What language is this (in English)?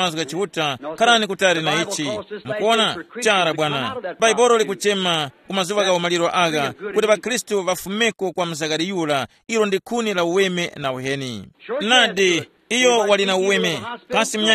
Tumbuka